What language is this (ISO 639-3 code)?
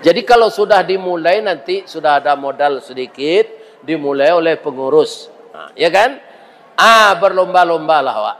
min